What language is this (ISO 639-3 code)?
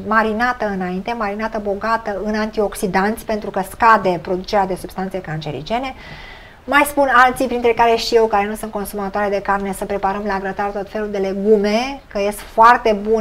ron